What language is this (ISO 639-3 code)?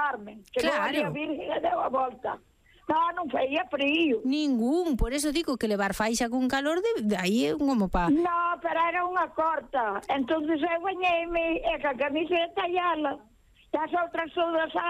glg